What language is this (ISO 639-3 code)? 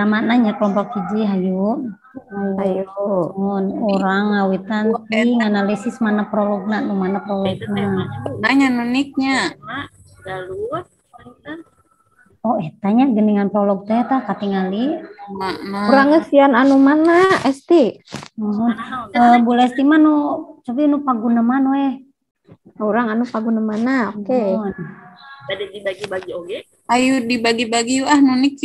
sun